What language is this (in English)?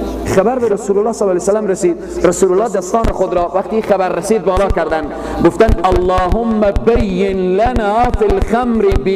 Persian